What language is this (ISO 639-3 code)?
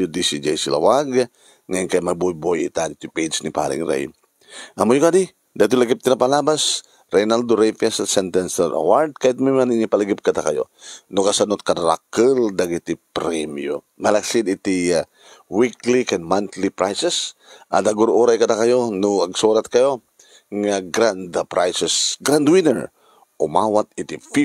ilo